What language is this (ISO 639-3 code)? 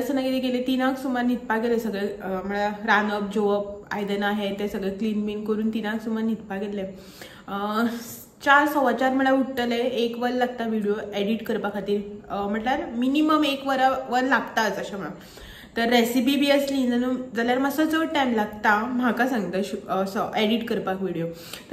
kok